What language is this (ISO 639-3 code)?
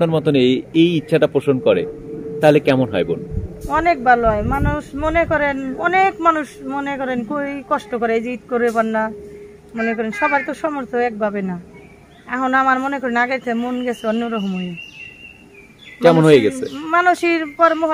ben